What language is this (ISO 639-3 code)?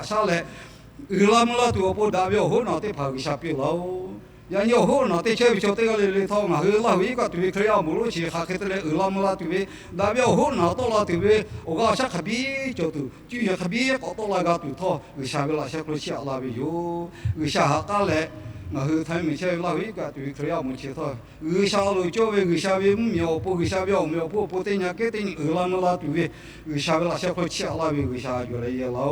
lhu